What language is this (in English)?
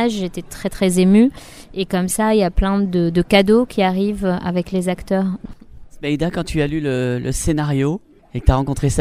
French